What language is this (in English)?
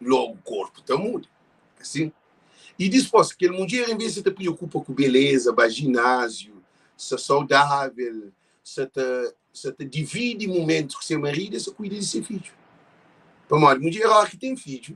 Kabuverdianu